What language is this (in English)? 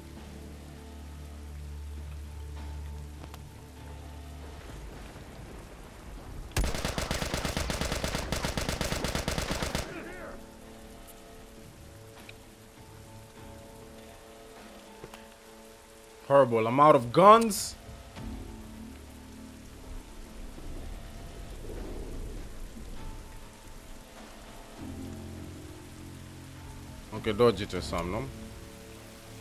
English